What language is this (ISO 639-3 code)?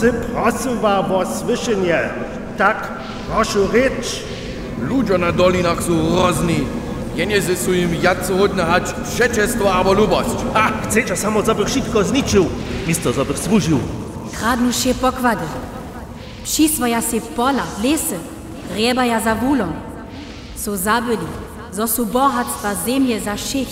hsb